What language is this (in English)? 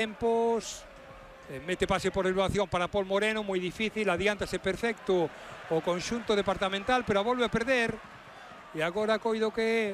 Galician